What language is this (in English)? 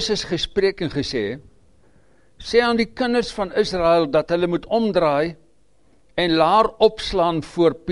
Afrikaans